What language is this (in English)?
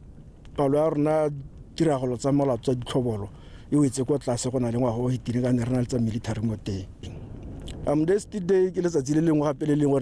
Tswana